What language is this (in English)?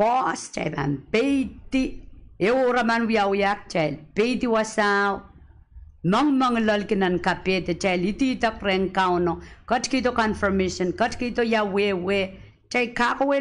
Pohnpeian